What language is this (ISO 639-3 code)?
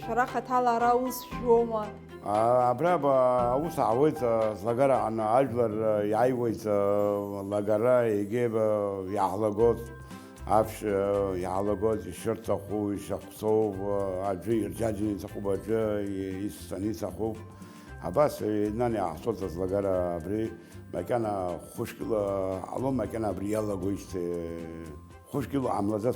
abk